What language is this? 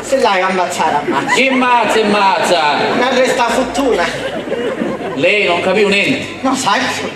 Sicilian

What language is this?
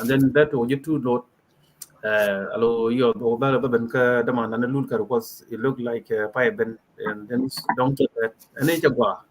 Nuer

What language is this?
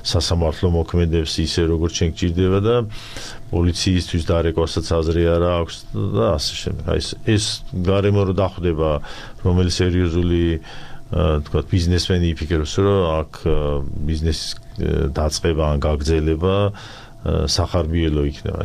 Georgian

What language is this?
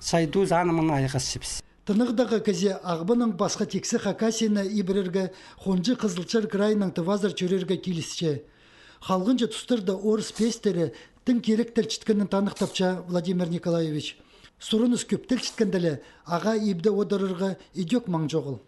Khakas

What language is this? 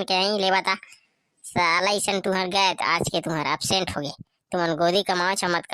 Chhattisgarhi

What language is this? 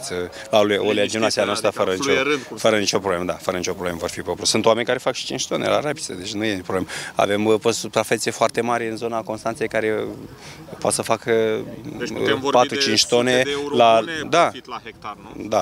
Romanian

